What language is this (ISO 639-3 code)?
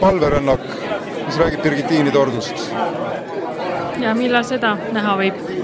est